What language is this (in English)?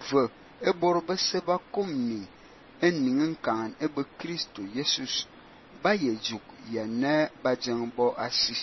Fang